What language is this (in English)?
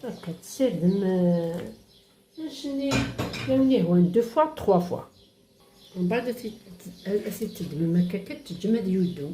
Kabyle